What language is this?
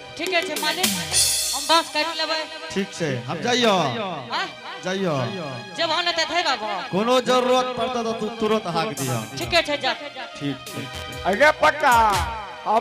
Angika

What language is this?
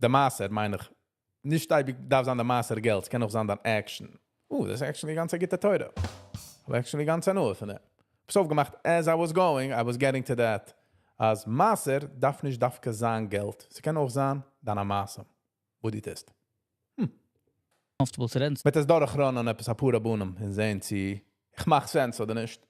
Yiddish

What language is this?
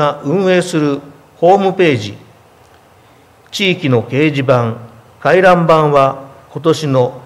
Japanese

